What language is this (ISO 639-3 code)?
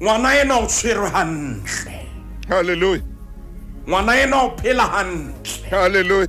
sot